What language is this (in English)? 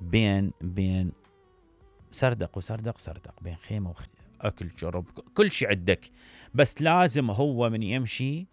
Mesopotamian Arabic